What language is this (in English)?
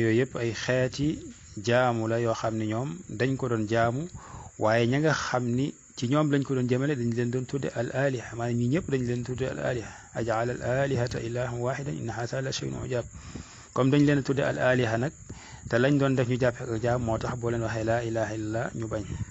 Wolof